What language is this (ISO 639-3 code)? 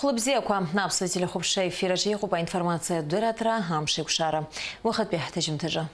abk